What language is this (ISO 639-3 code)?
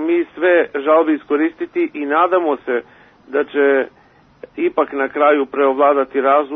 srp